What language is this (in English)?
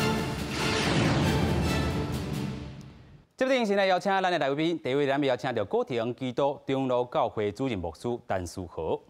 Min Nan Chinese